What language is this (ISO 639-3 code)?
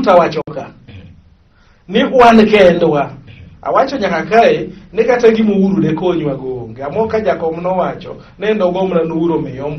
luo